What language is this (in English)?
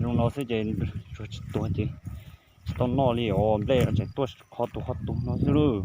Hmong